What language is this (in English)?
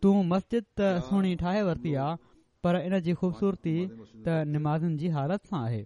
Sindhi